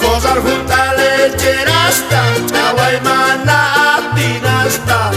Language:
South Bolivian Quechua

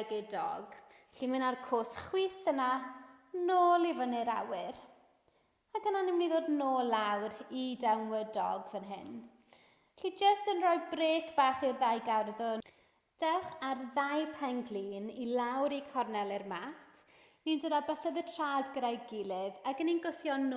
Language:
Welsh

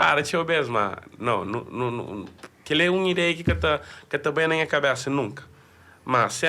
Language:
Kabuverdianu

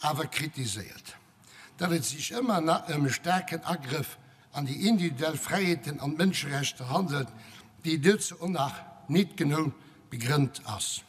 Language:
Luxembourgish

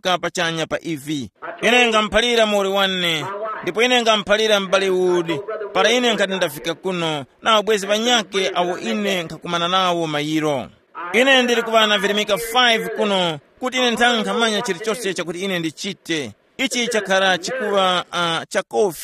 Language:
Tumbuka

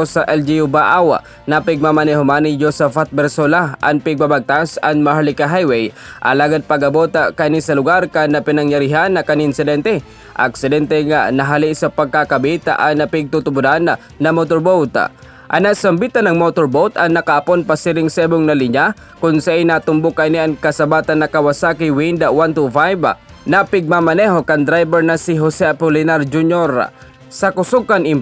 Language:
Bikol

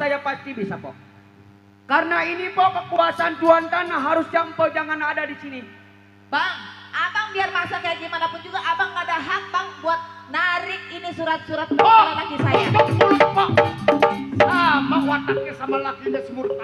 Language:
Betawi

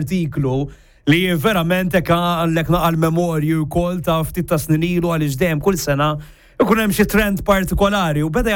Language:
Maltese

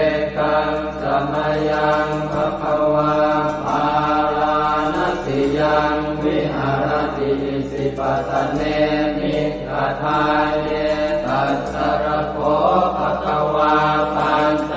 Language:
Pali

